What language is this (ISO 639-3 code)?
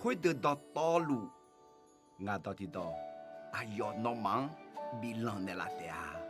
ahk